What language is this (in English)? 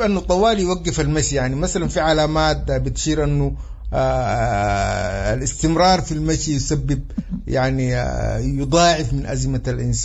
Sudanese Arabic